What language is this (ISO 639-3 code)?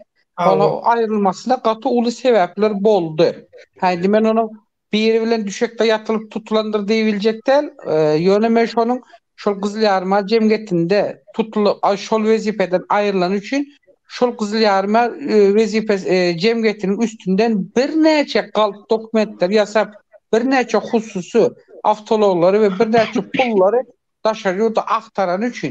tuk